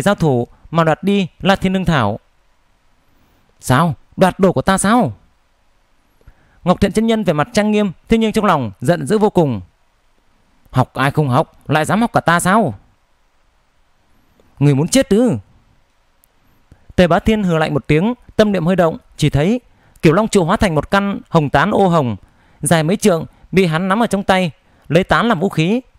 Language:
Vietnamese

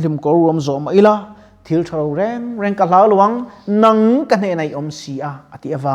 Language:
Mizo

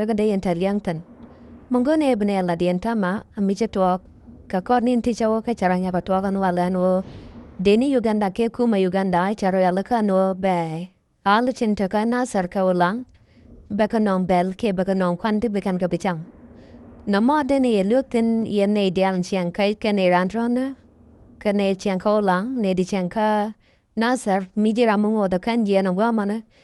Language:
Nuer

